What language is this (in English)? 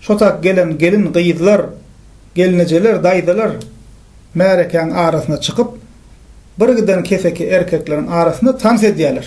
Turkmen